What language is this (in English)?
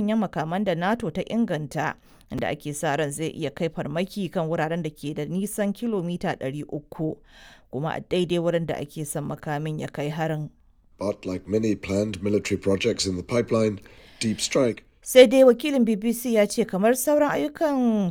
Hausa